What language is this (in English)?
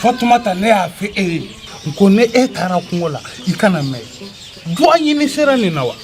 Bambara